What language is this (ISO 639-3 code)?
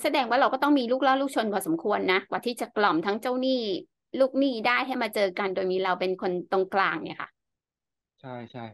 tha